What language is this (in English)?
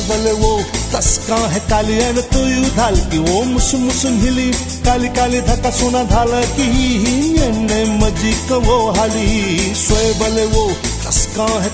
Newari